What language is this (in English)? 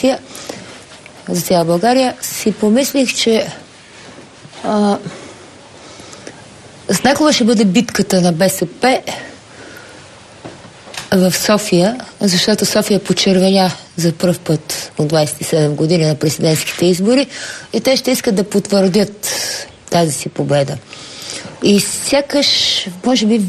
Bulgarian